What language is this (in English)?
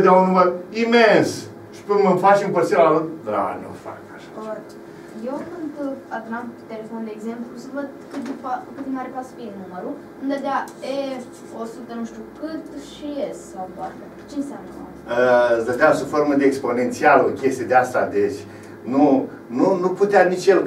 Romanian